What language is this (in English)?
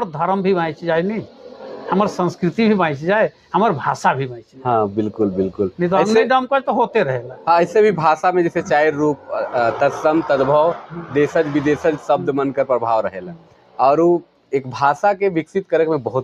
Sadri